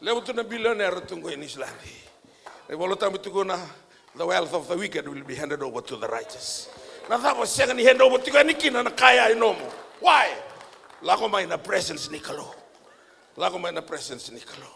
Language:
Fijian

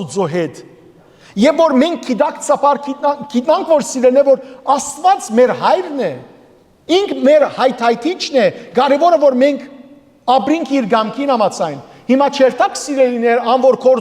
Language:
Western Armenian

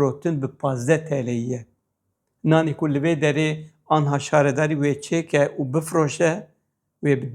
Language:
Kurdish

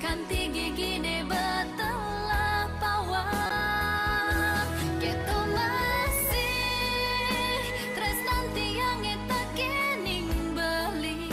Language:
Balinese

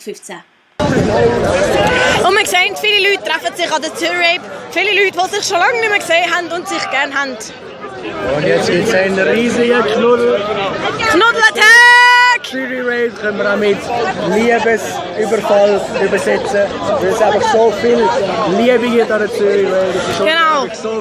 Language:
Swiss German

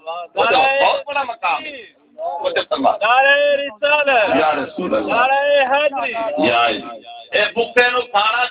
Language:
Saraiki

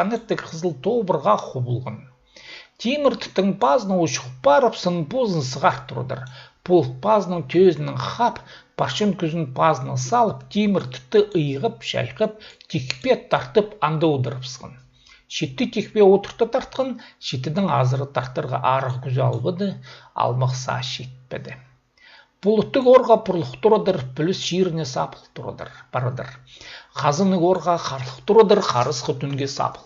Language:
Khakas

